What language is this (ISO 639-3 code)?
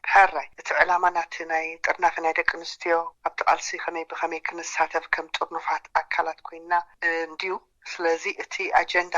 tir